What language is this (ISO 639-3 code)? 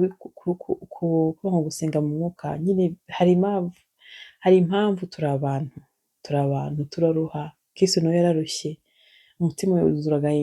kin